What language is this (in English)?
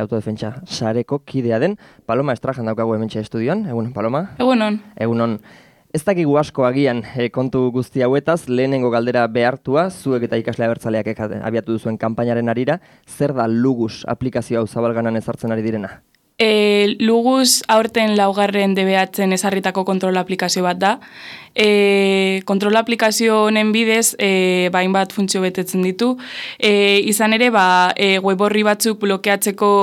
Basque